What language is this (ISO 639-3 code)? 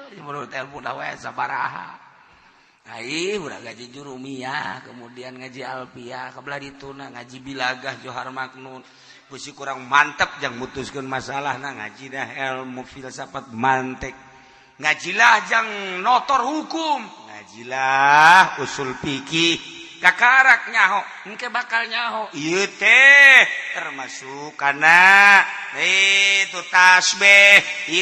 sun